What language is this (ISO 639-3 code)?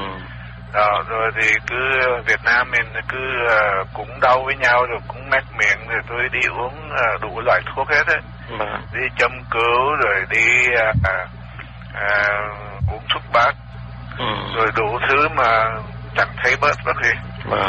vie